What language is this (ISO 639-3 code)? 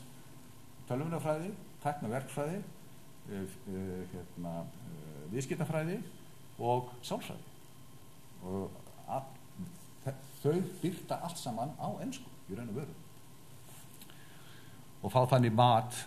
isl